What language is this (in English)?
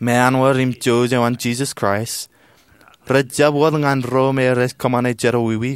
Marshallese